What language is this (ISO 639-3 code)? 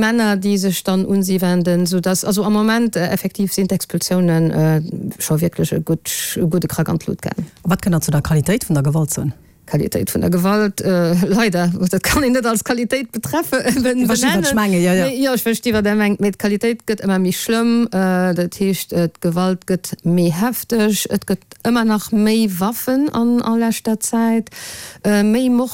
ltz